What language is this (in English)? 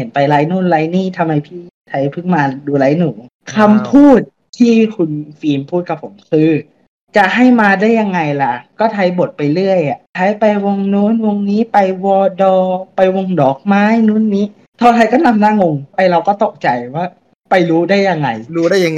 Thai